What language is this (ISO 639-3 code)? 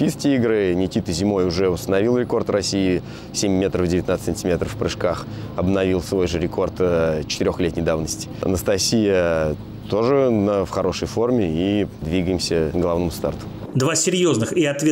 rus